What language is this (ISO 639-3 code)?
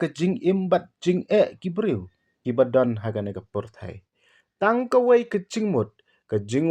kha